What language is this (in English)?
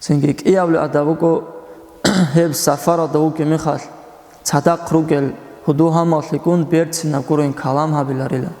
Avaric